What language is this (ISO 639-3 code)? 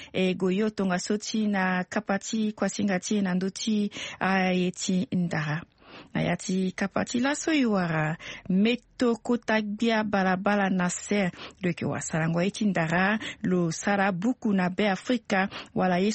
sag